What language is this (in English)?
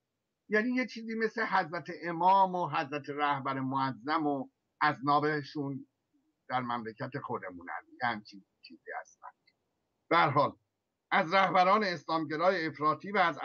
Persian